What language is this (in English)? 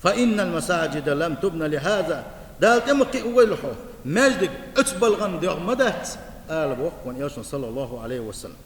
Chechen